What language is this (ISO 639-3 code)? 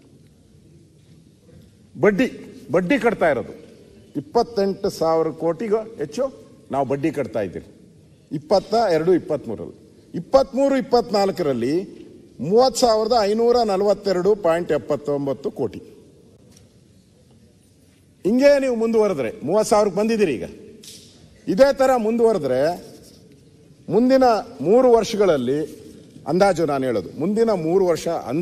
kan